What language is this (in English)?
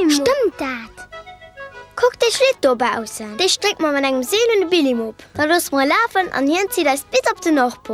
Luxembourgish